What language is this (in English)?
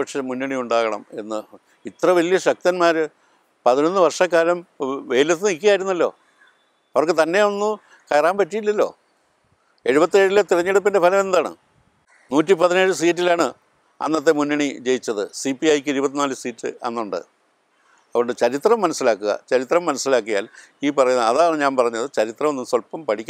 Malayalam